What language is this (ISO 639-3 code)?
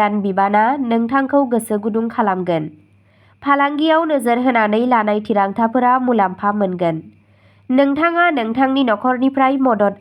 brx